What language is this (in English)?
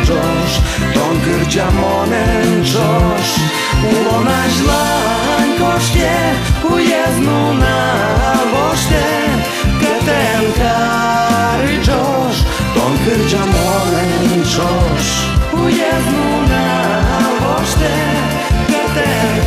Udmurt